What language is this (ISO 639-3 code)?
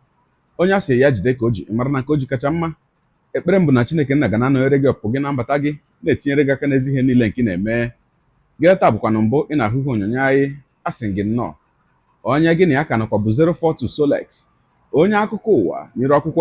ibo